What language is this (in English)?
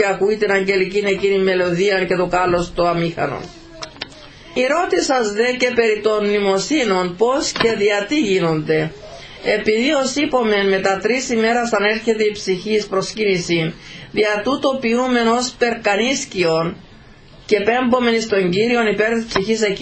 Greek